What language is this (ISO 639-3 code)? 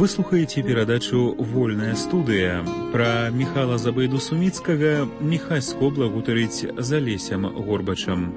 bel